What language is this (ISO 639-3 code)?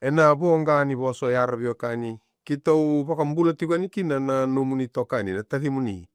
fij